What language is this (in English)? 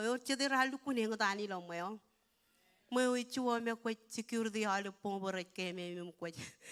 Marshallese